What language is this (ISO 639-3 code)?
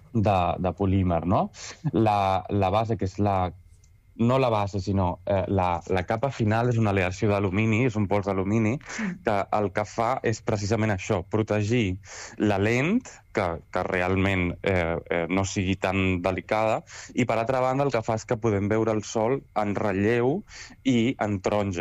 cat